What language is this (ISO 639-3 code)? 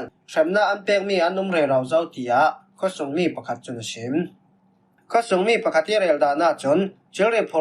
cfm